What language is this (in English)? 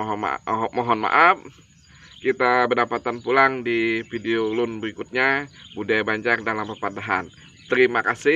Banjar